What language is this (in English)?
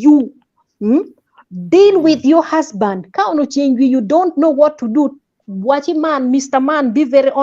Acoli